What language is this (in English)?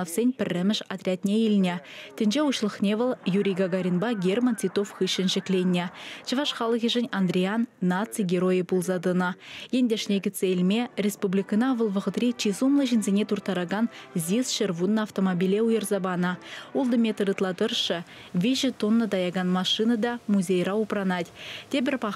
Chuvash